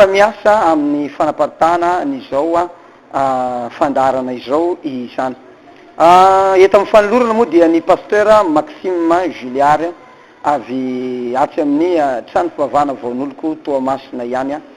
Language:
Malagasy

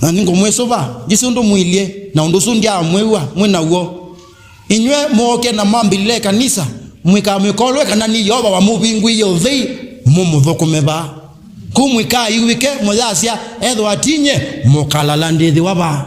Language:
Kamba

